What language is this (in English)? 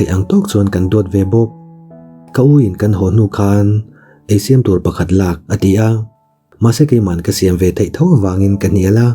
Mizo